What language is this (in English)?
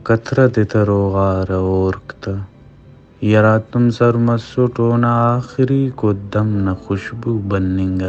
Brahui